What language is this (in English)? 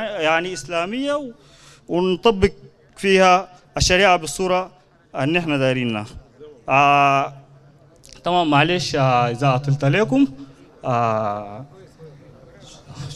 Sudanese Arabic